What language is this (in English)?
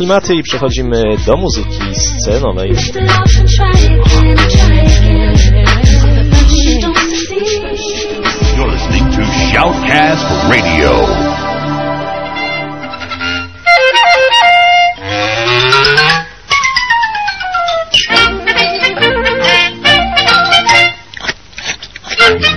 Polish